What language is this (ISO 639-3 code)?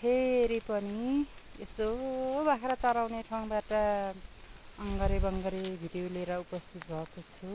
nep